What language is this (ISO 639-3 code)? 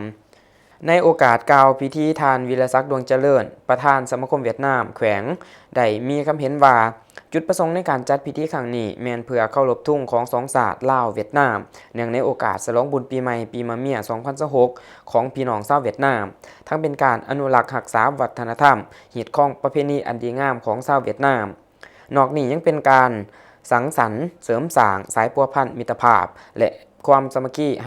lao